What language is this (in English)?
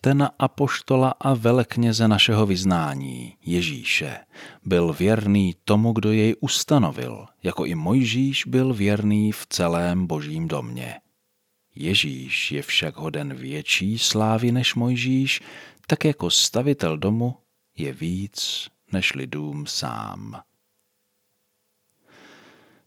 Czech